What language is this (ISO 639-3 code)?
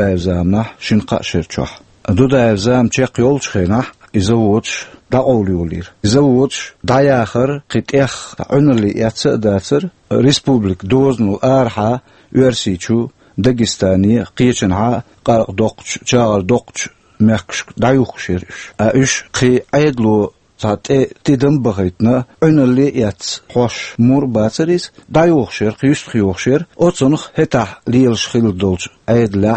che